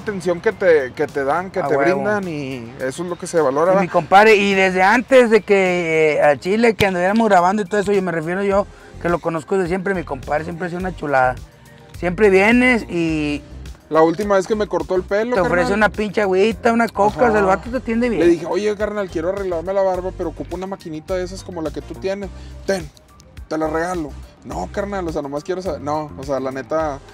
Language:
Spanish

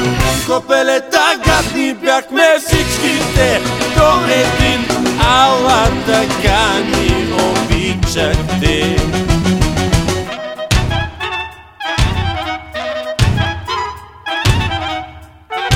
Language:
Bulgarian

